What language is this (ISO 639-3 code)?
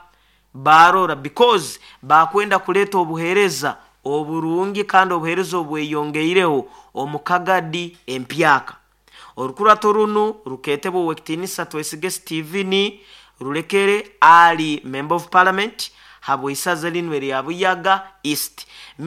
nyo